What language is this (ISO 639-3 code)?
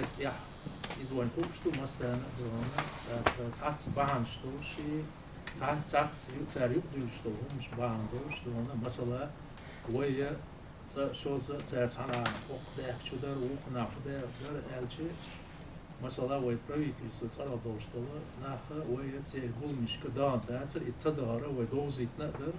che